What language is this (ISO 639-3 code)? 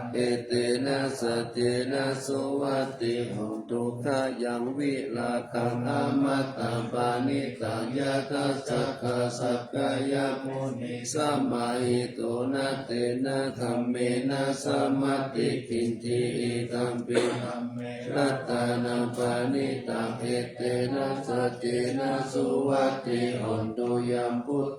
pli